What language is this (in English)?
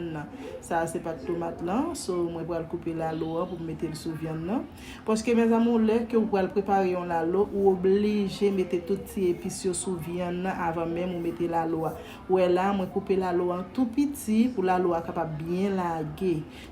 Haitian Creole